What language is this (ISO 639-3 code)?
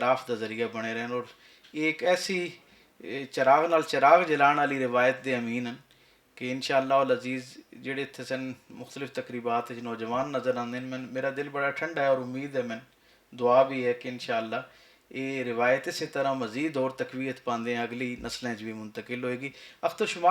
lah